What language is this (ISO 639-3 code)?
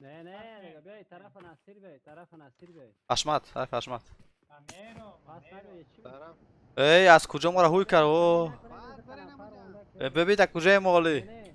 fas